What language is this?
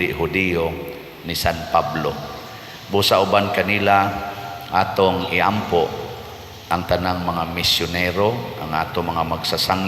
Cebuano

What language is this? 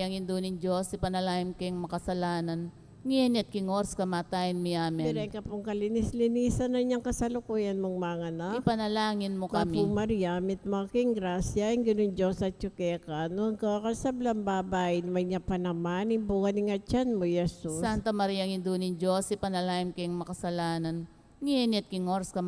Pampanga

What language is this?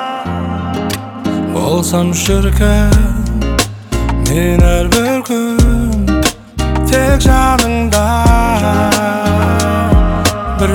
Kazakh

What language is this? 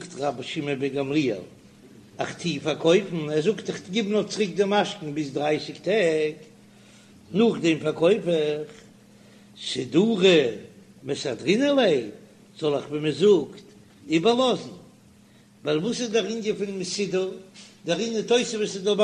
Yiddish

